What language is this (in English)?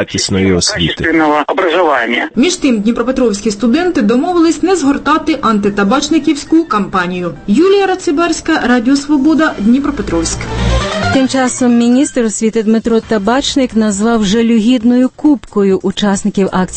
Ukrainian